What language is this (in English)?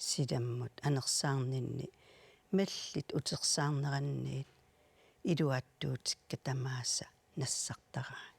Kalaallisut